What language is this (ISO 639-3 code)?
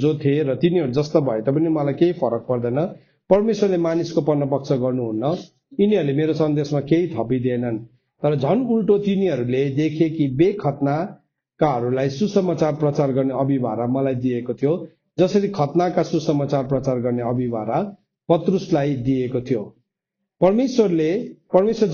nep